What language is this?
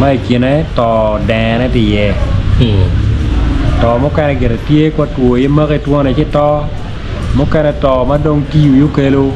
Acoli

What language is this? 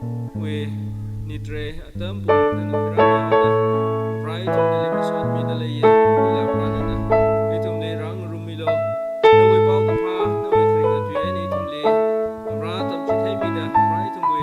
Tangkhul Naga (India)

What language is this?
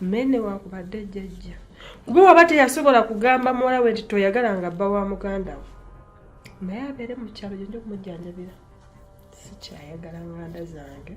Ganda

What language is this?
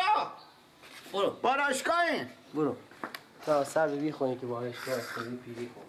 Persian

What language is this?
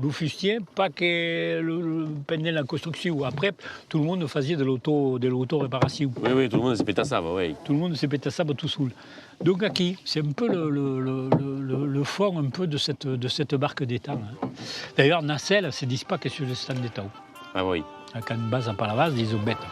Occitan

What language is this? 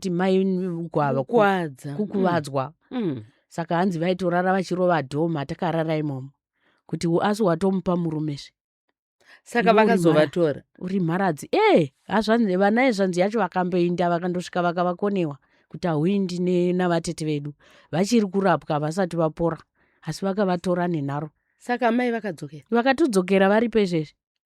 Shona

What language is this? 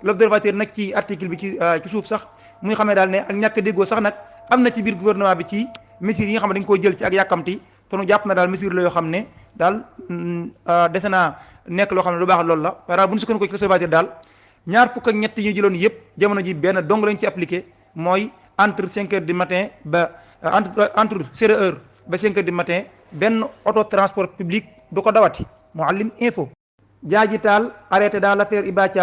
Wolof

